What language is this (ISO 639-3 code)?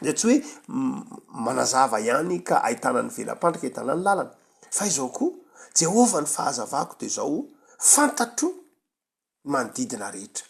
mlg